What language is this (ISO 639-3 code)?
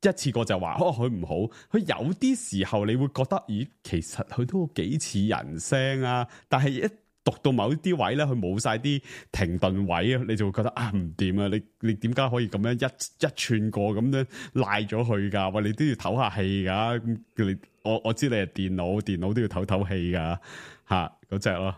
yue